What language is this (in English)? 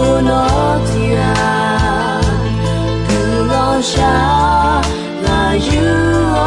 Akha